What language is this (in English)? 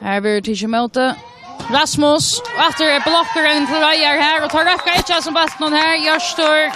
Faroese